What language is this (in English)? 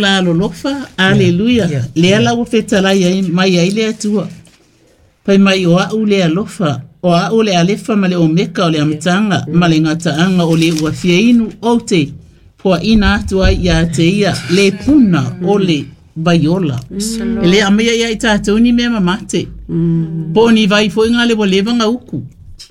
Samoan